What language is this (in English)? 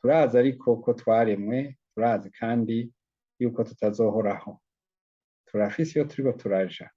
Rundi